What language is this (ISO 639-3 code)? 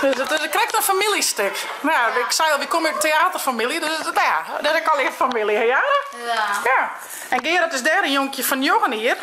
fry